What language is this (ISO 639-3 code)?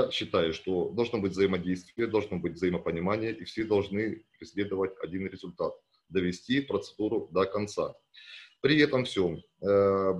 rus